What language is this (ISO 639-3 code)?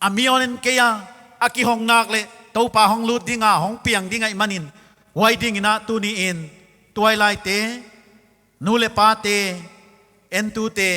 pck